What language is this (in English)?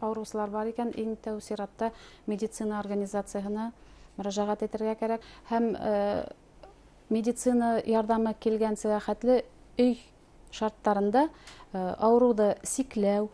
Bashkir